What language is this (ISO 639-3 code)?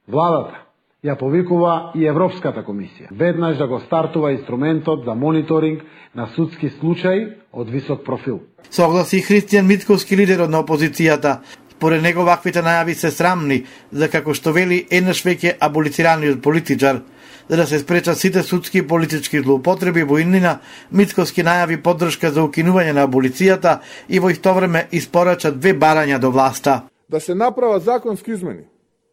mkd